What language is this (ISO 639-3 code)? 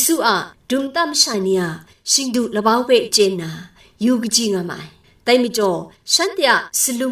kac